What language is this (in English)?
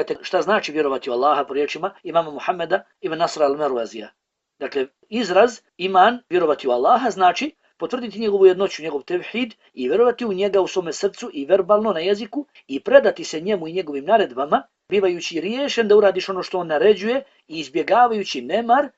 Bosnian